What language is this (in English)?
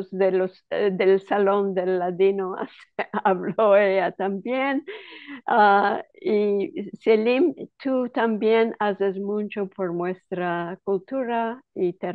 Ladino